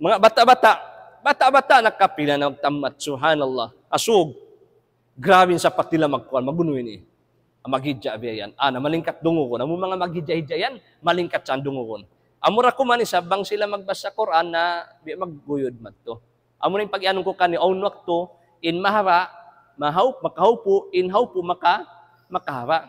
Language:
Tausug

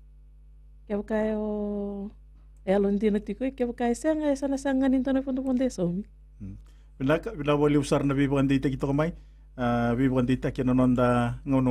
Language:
Fijian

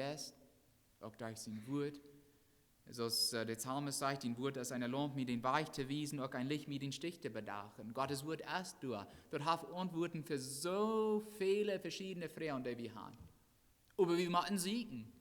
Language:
Plautdietsch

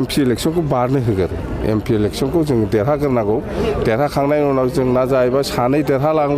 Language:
Bodo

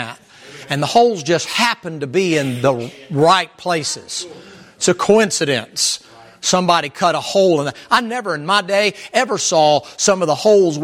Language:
English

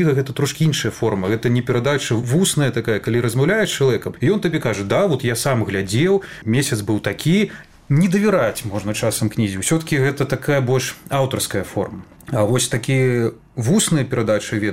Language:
Belarusian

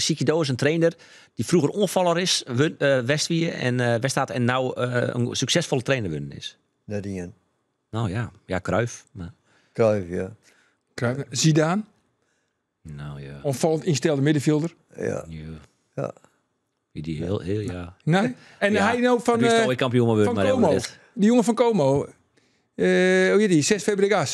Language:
Western Frisian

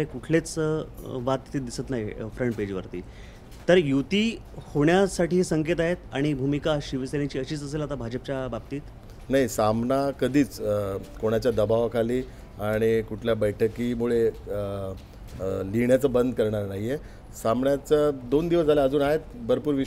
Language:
Marathi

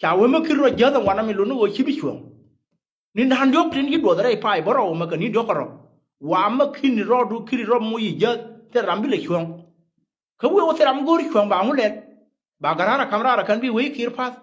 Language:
Nuer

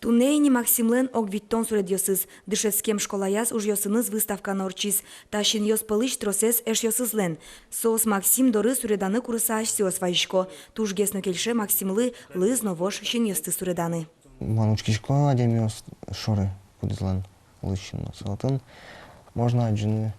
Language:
Udmurt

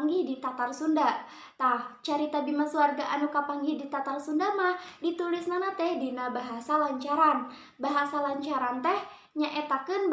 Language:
Sundanese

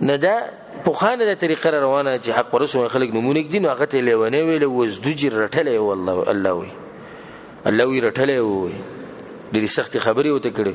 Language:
Pashto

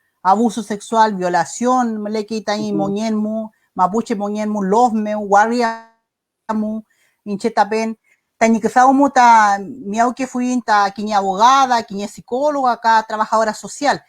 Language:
Mapuche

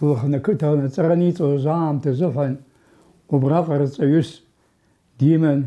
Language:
Abkhazian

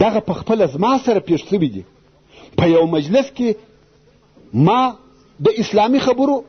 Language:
Pashto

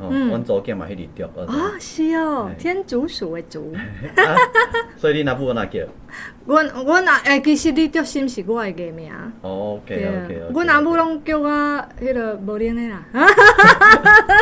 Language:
Min Nan Chinese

